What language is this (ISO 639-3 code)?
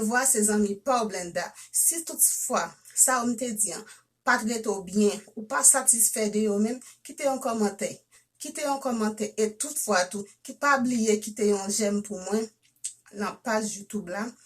hat